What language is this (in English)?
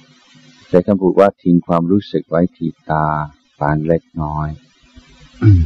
Thai